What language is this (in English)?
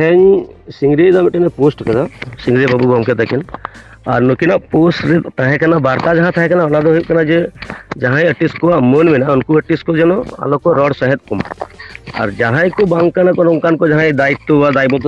Santali